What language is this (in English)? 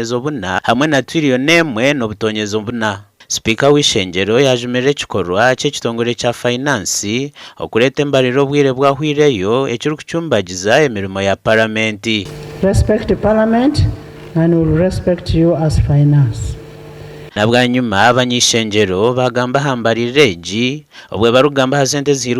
Nyankole